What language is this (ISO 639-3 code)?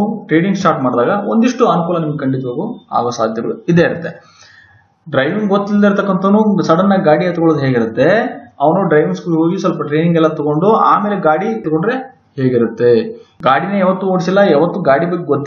kan